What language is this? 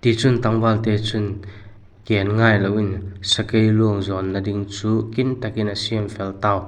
Vaiphei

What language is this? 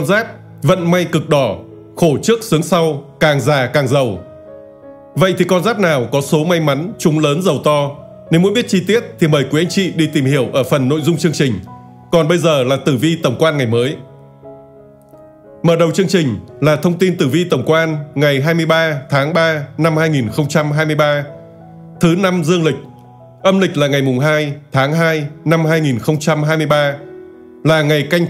Vietnamese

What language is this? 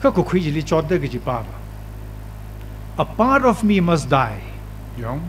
Tangkhul Naga (India)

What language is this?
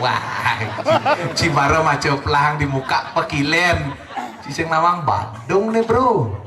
Balinese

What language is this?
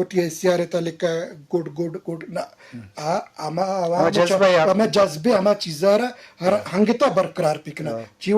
Eastern Balochi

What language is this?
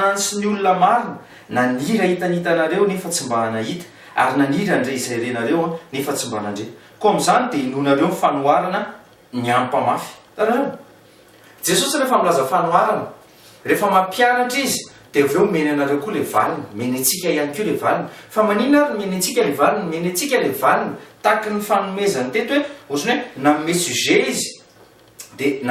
Malagasy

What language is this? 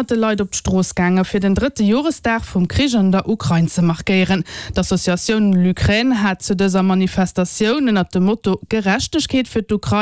Luxembourgish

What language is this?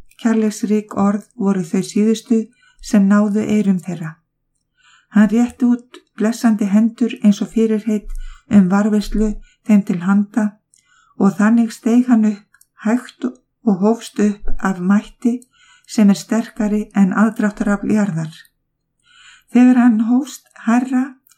Icelandic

